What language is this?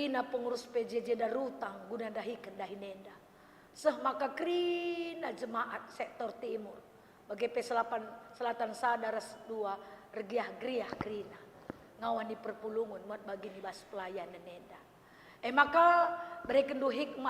Batak Karo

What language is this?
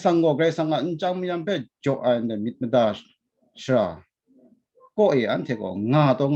Kachin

